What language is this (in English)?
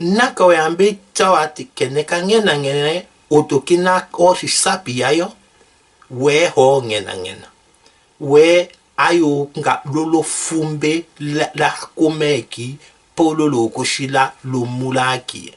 Tetela